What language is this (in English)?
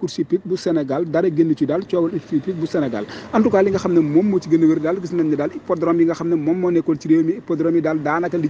Wolof